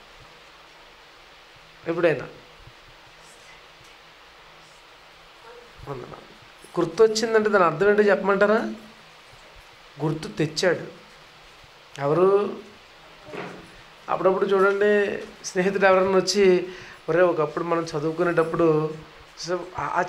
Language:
Telugu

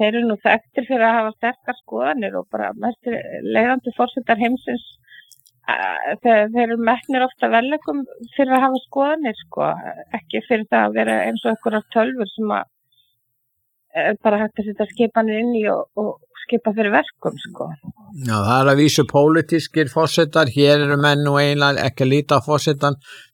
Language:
Icelandic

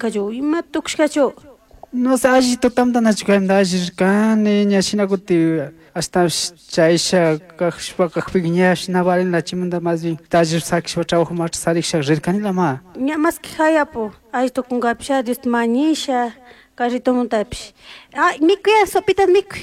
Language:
Chimborazo Highland Quichua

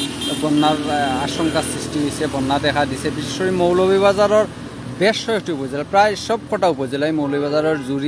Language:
Sylheti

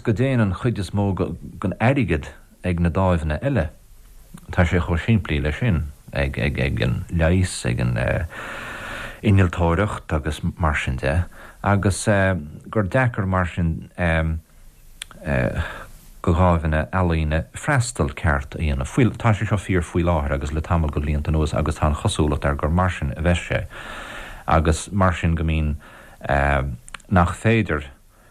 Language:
Irish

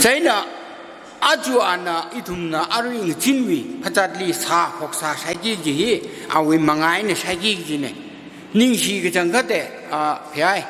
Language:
Tangkhul Naga (India)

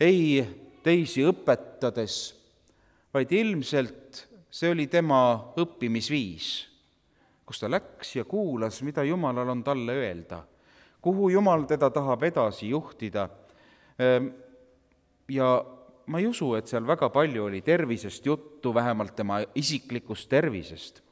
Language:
Estonian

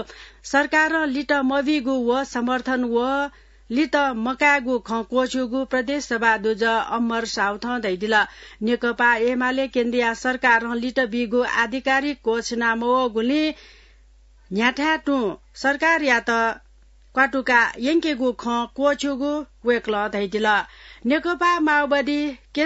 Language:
Newari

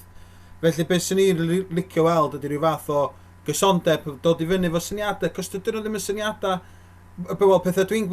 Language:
Welsh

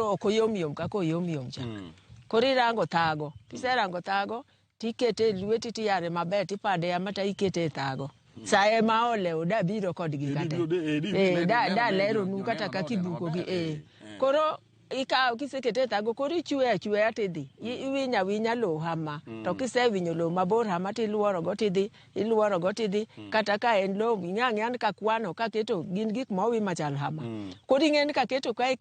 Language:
Luo (Kenya and Tanzania)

